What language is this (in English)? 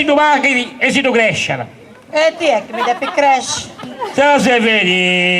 Sardinian